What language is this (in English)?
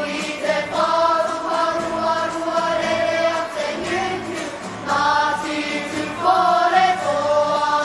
Māori